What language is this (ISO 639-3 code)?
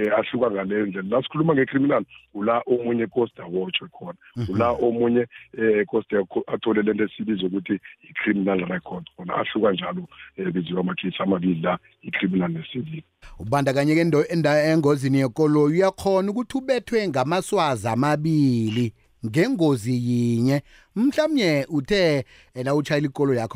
nbl